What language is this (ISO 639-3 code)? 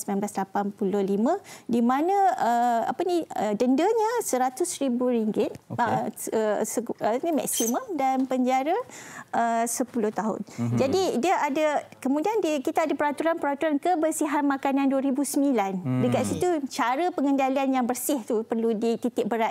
msa